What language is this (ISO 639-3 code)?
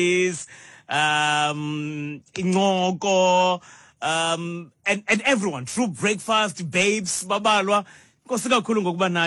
xho